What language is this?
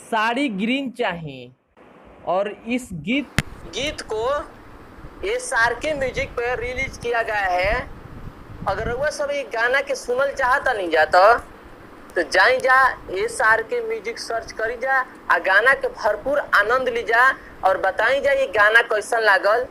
Bhojpuri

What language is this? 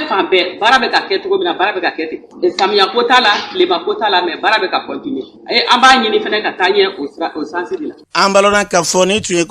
Bambara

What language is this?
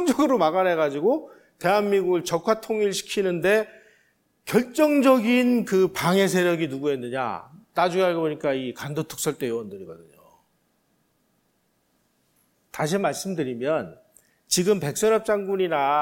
Korean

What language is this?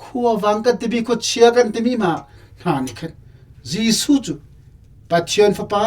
Hakha Chin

